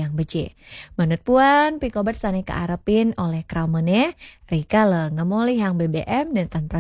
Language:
Balinese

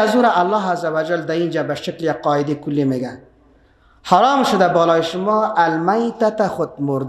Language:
Persian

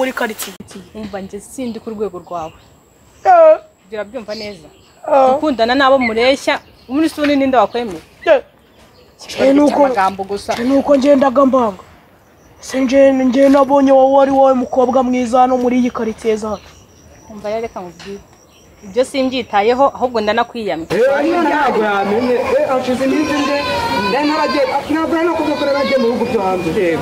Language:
Kinyarwanda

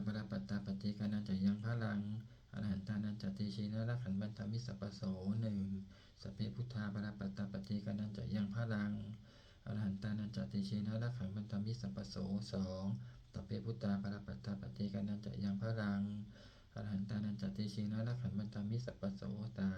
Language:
Pali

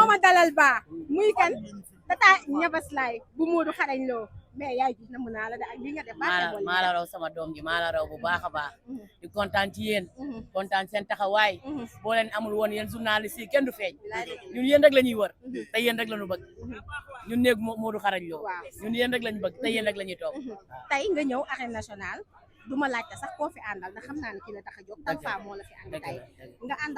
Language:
Wolof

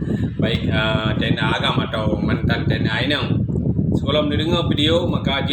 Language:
Achinese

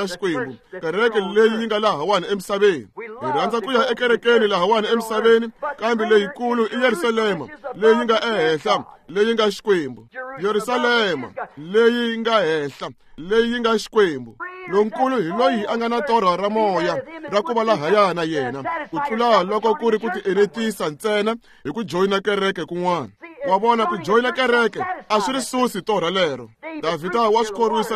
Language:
Tsonga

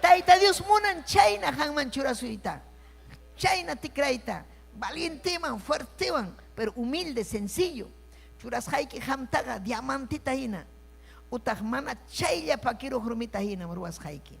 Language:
Ayacucho Quechua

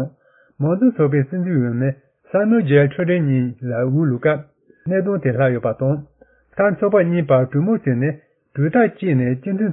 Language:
Tibetan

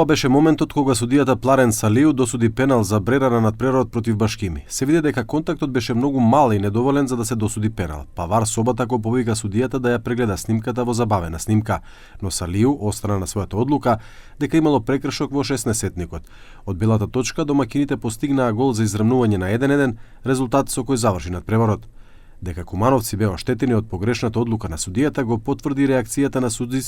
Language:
Macedonian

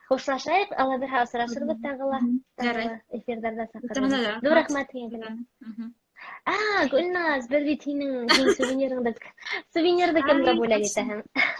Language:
Bashkir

